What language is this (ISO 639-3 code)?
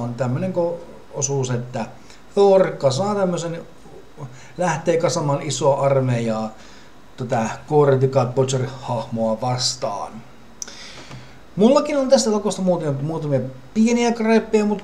fin